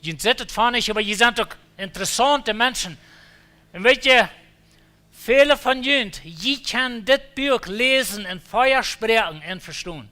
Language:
Plautdietsch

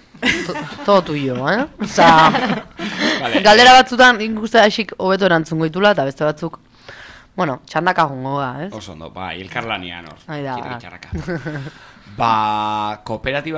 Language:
Basque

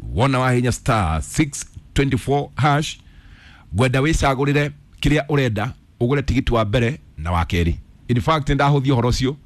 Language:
Kikuyu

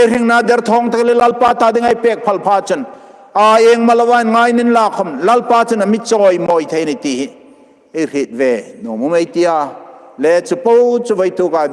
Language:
Hmar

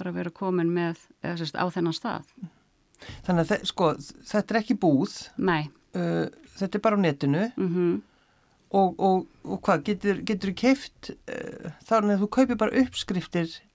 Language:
Icelandic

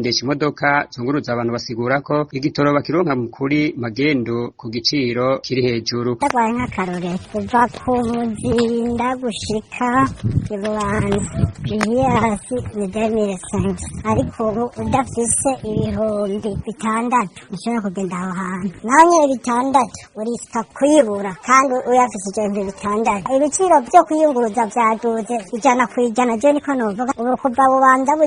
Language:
Rundi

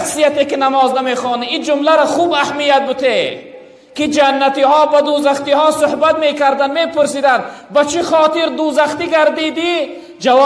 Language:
Tajik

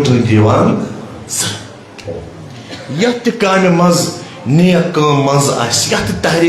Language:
Kashmiri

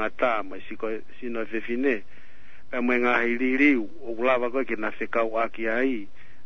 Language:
Tongan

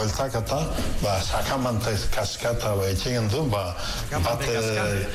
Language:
Basque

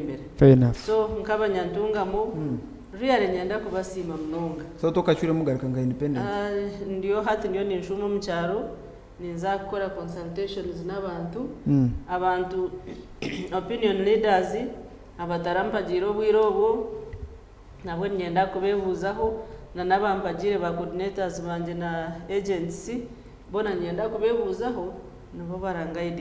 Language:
Nyankole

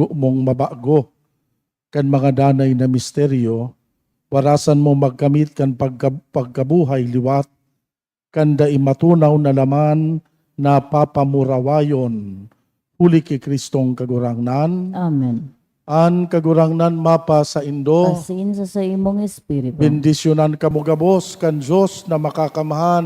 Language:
Bikol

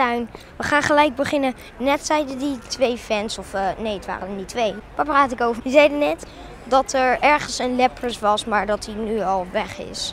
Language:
Dutch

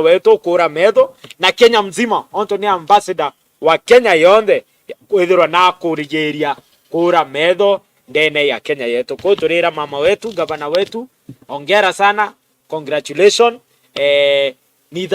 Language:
Meru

